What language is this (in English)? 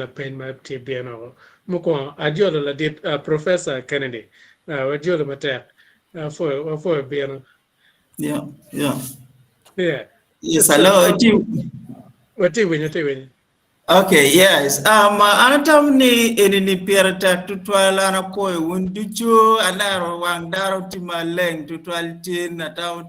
Acoli